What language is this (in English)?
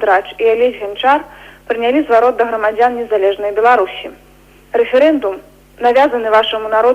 Belarusian